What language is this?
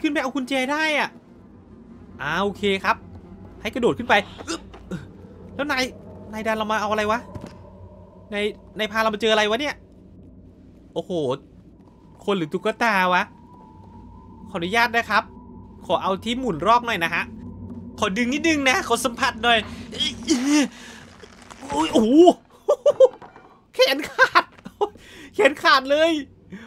Thai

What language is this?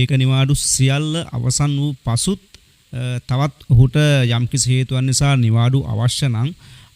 Sinhala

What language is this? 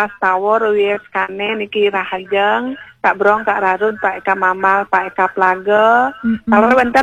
Balinese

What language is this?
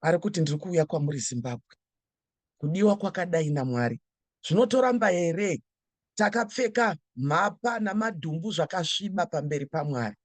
Shona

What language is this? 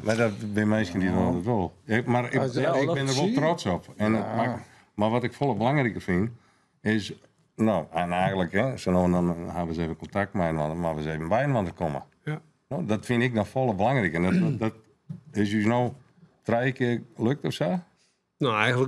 Western Frisian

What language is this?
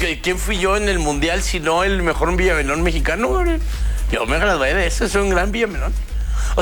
Spanish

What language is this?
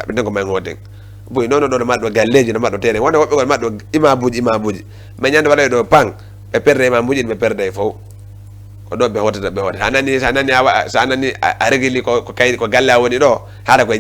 Fula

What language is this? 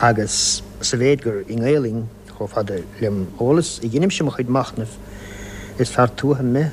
Irish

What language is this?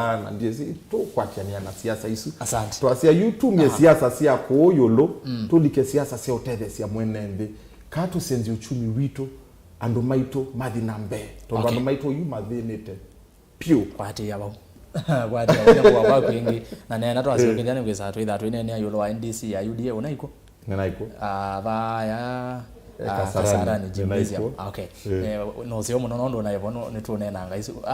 Kamba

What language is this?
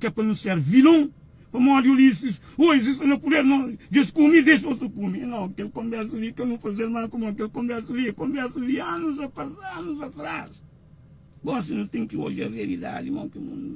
Kabuverdianu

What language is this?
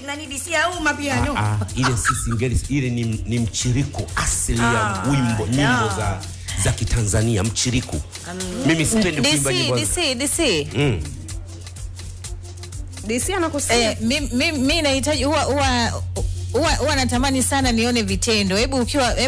Swahili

